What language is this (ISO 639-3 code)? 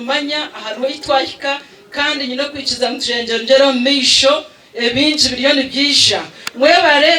nyn